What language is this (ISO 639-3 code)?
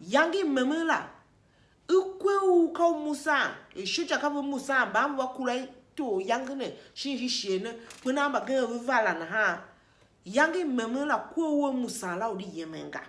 tiv